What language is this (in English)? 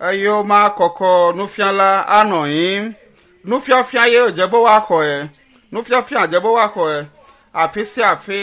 Ewe